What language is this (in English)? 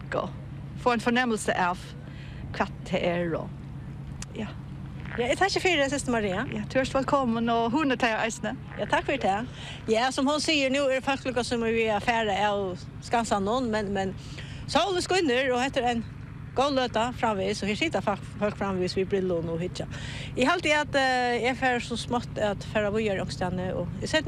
Faroese